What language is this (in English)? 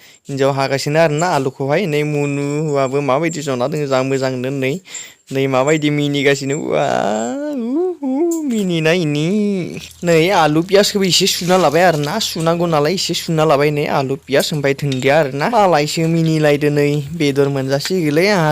Bodo